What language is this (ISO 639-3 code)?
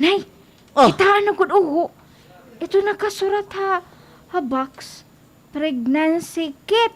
war